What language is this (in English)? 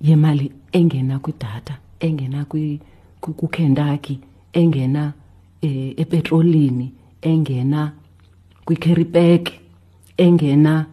Xhosa